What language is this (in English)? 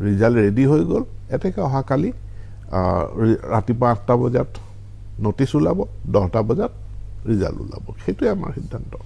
Assamese